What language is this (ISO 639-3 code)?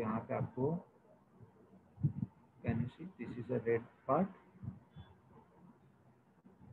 hin